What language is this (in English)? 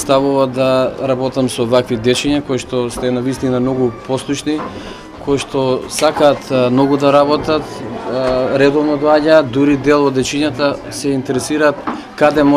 Macedonian